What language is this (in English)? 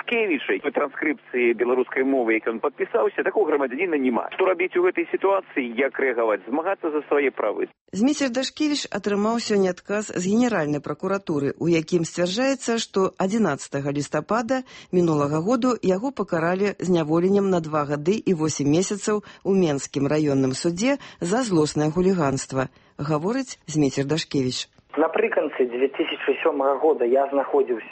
Belarusian